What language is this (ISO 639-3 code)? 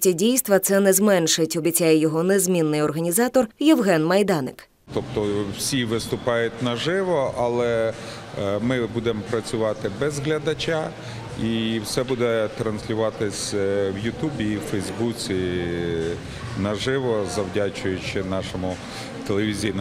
ukr